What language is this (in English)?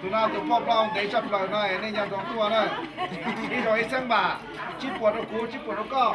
Hmong